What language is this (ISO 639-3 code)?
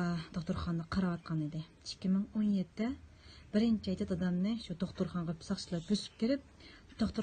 uig